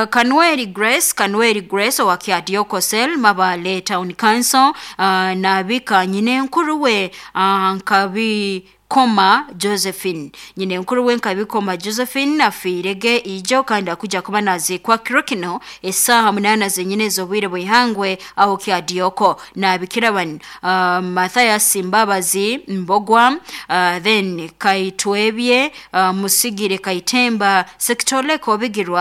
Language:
Nyoro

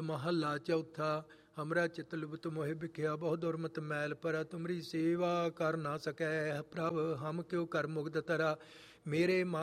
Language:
Punjabi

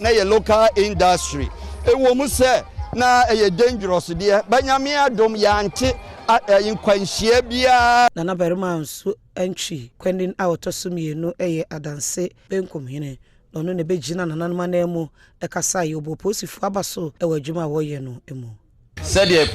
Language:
Akan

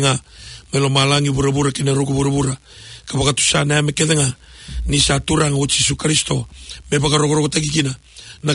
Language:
Fijian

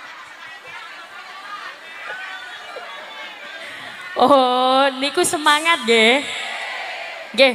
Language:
Javanese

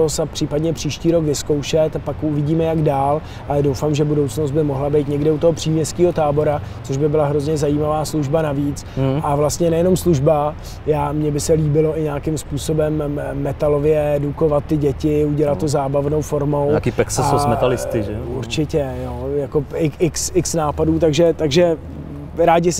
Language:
Czech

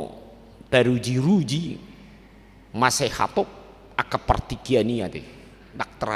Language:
Batak Toba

